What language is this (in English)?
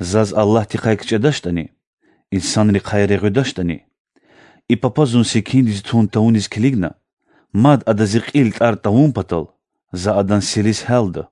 Lezghian